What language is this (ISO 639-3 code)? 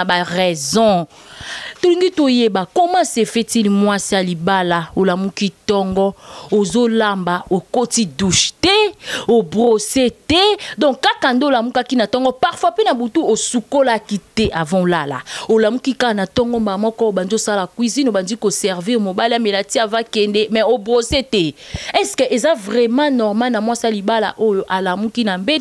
lin